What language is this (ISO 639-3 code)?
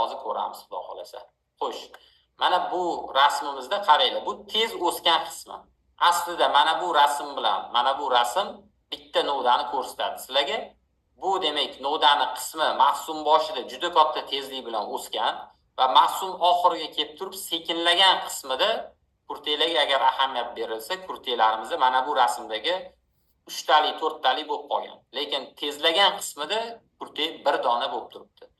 uzb